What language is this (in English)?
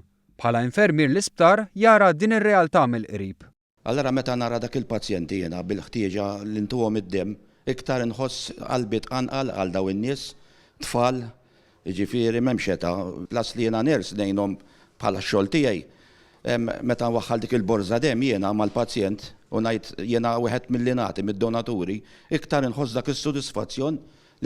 Maltese